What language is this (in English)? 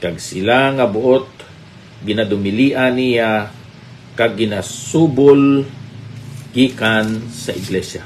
Hiligaynon